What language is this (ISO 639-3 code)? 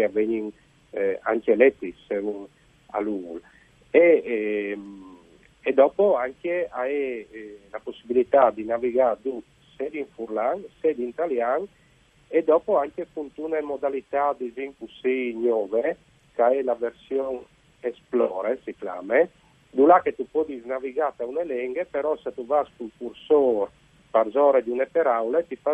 fur